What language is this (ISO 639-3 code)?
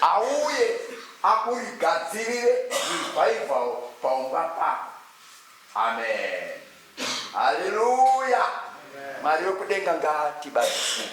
sna